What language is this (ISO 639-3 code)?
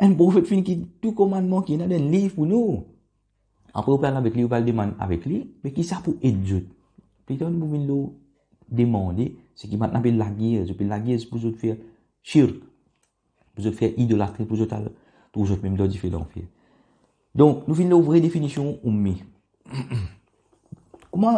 mfe